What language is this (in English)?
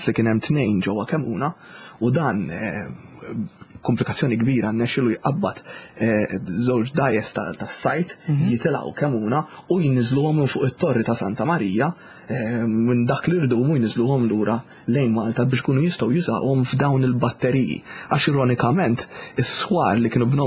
Maltese